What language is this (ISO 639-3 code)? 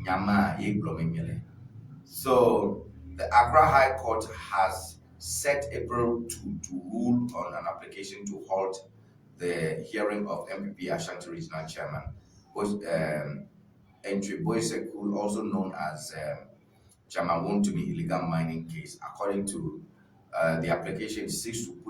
ewe